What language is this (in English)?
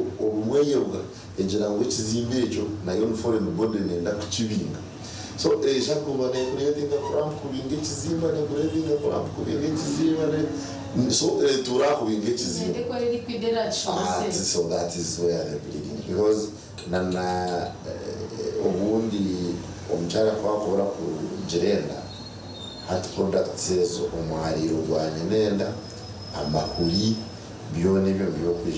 Nyankole